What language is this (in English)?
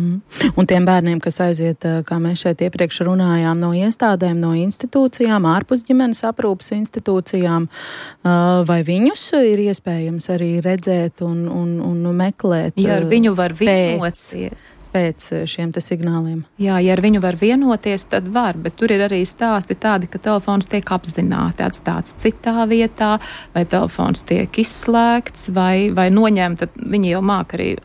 Latvian